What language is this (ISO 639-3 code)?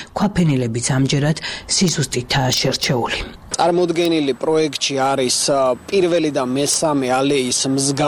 kat